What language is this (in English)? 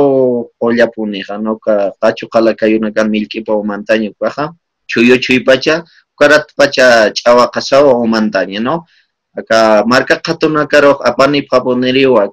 Aymara